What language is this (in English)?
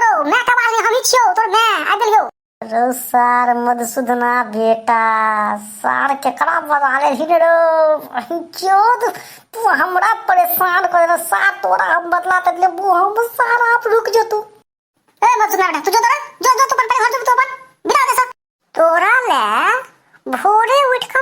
Maithili